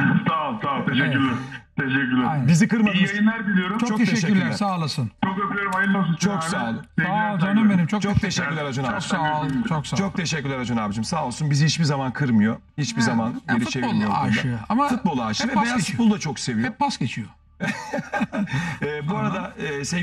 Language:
Turkish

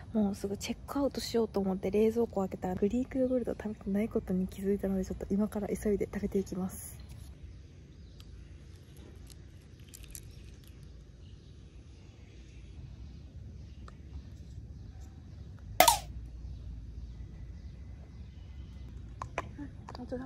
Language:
Japanese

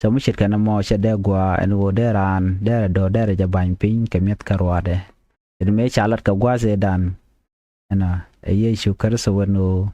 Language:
Nuer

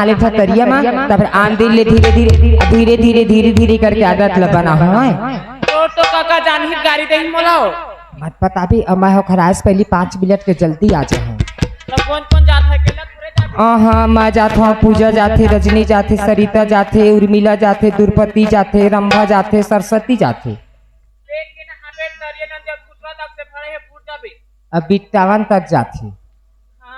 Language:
Chhattisgarhi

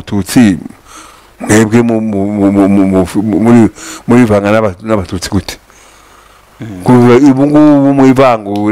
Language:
Kinyarwanda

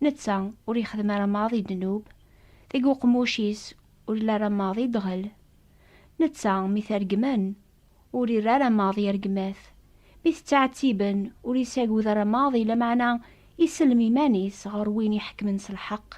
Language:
Kabyle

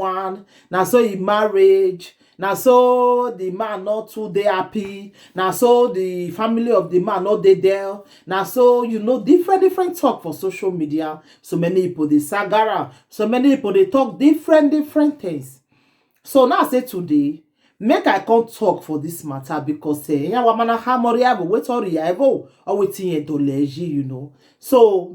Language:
Nigerian Pidgin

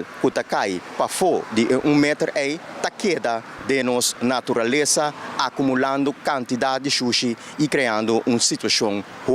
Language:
Papiamento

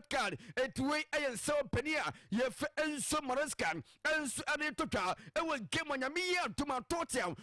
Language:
Akan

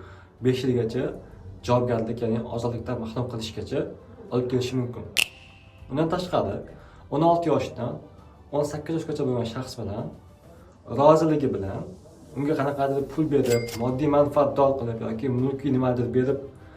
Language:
Uzbek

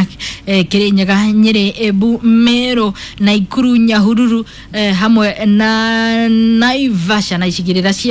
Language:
Kikuyu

